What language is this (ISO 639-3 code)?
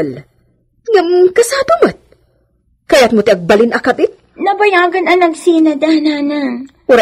ilo